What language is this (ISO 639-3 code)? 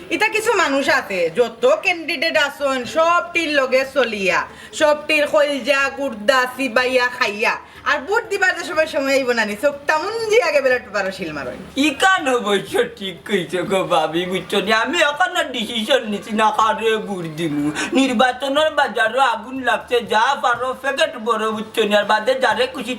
syl